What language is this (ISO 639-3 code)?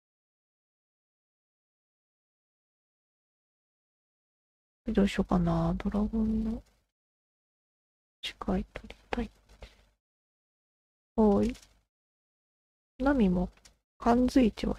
jpn